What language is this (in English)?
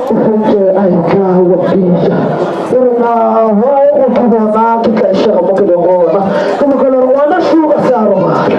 Northern Sotho